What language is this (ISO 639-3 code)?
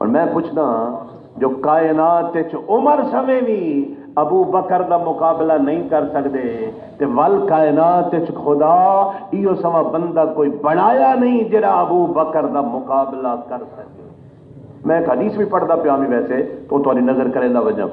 skr